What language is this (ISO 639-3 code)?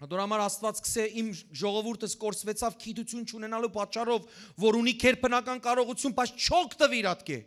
hyw